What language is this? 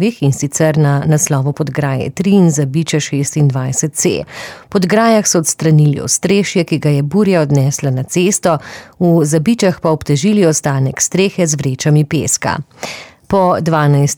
Slovenian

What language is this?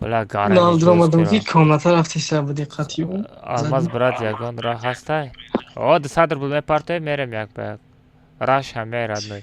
Tajik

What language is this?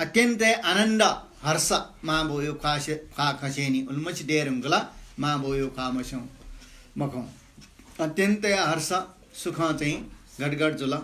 Newari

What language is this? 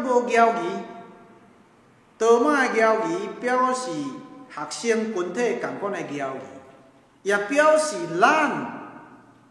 Min Nan Chinese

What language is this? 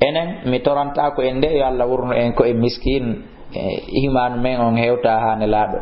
Fula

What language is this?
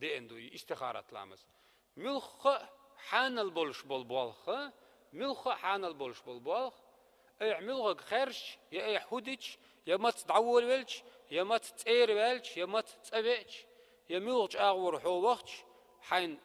Chechen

